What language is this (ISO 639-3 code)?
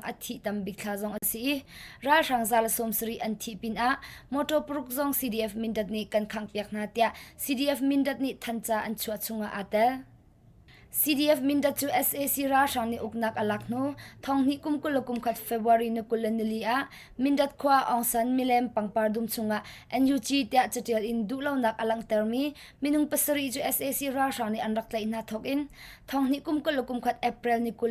cnh